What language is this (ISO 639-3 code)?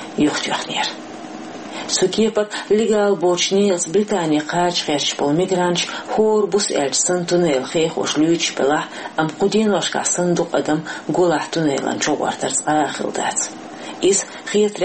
che